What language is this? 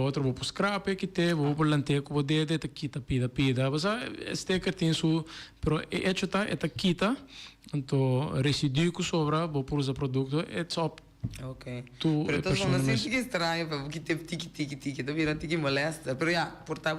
Papiamento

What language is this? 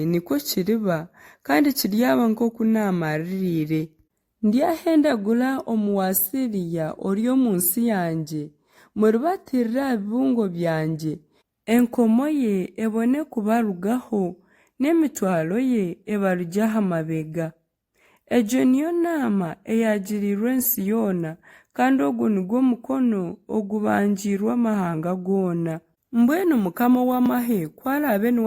Nyankole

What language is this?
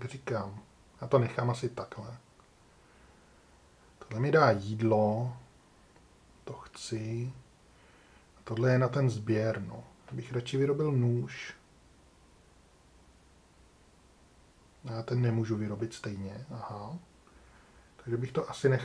Czech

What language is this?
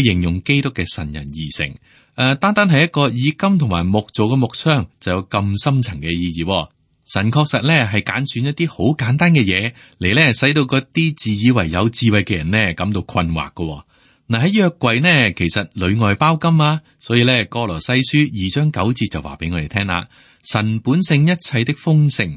Cantonese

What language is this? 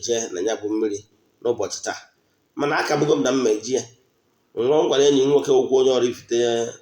Igbo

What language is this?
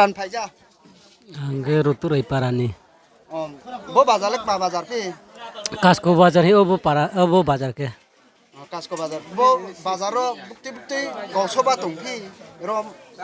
Riang (India)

